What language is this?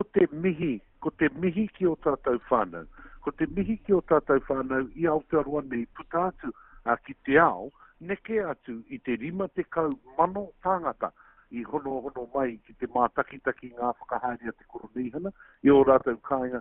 Māori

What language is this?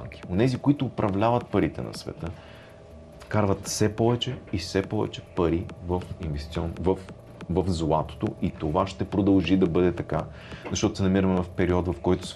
Bulgarian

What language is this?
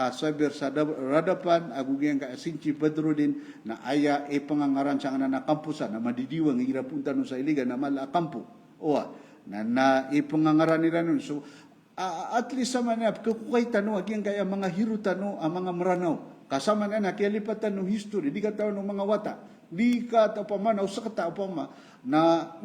Maranao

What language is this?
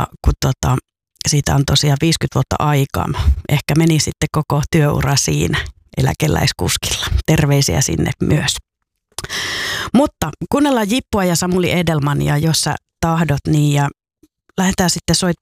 Finnish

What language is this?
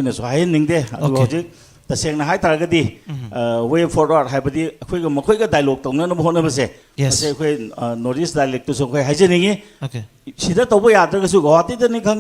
Manipuri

